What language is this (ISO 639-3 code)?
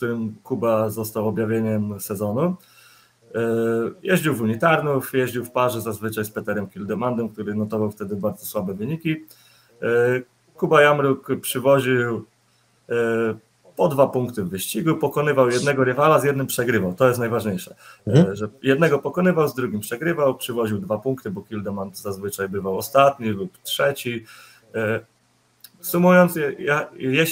pol